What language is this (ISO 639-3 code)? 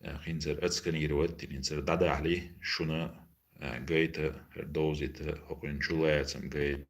che